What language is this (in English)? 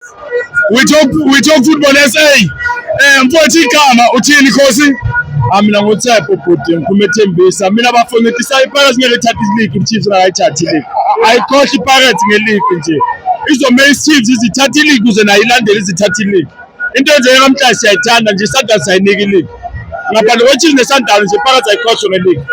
Zulu